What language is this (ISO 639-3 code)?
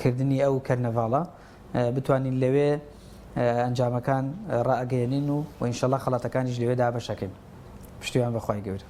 ckb